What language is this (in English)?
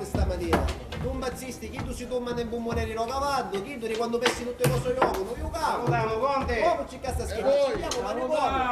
Sicilian